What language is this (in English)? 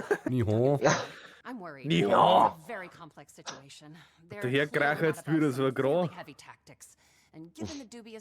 Bavarian